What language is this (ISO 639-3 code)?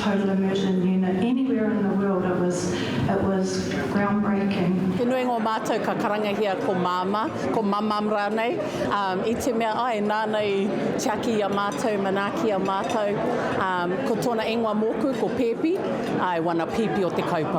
mri